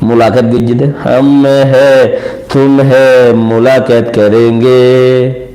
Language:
Rohingya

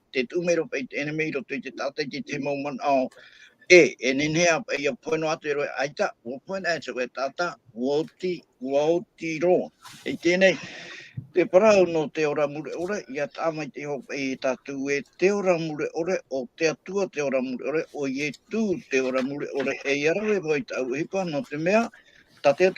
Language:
Tahitian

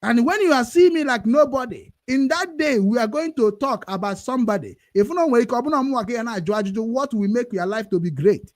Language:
Igbo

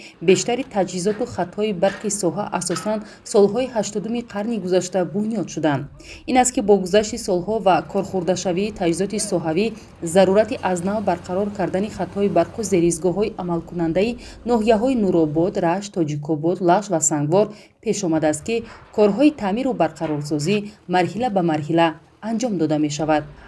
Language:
Tajik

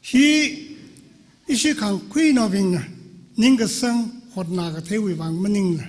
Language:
Tangkhul Naga (India)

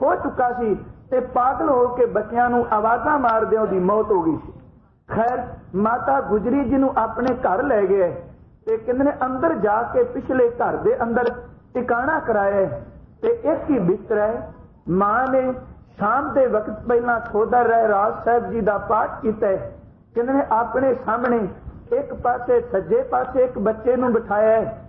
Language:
Punjabi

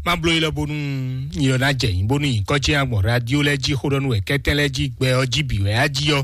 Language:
Fon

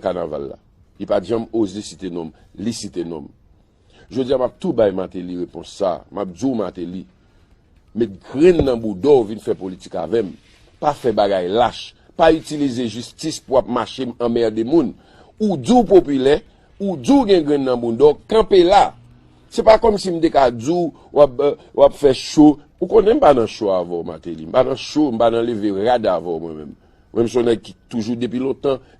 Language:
Haitian Creole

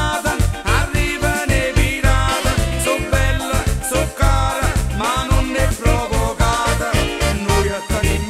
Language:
Italian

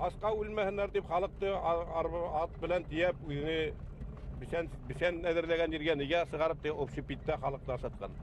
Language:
Bashkir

